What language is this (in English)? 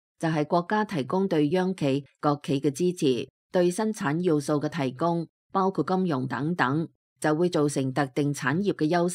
Cantonese